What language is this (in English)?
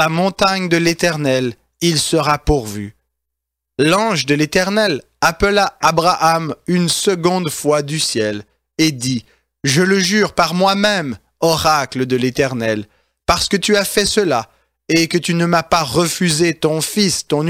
French